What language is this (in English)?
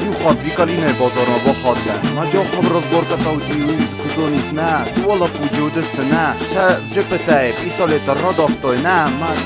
Ossetic